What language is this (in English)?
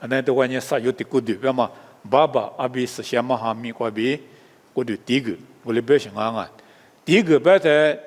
Lisu